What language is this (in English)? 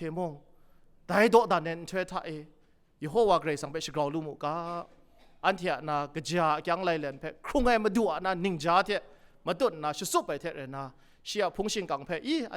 Kachin